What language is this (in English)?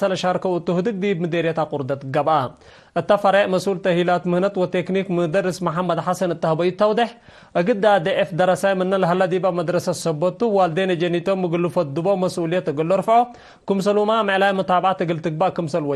Tigre